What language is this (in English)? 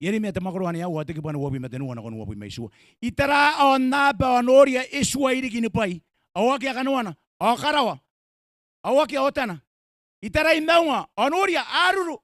Gilbertese